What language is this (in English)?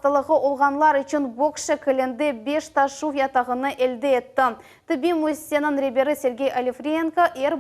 Crimean Tatar